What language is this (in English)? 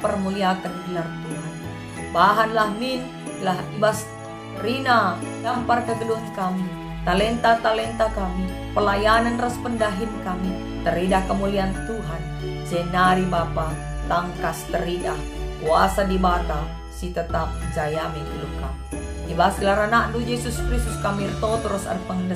Batak Karo